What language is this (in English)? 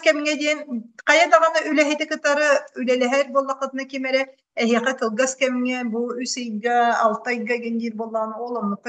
Yakut